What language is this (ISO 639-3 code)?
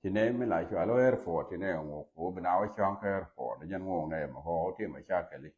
nus